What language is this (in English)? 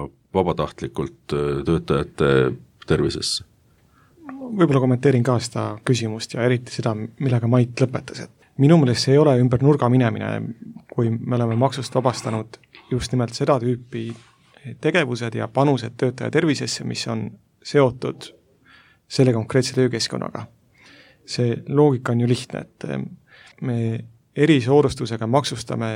Estonian